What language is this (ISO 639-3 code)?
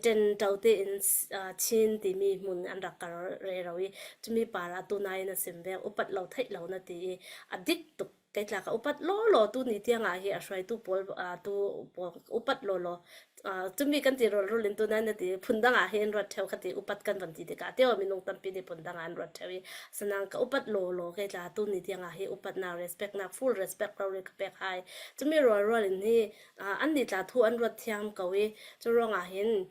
cfm